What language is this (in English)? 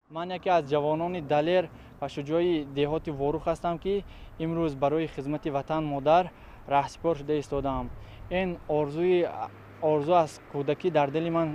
Tajik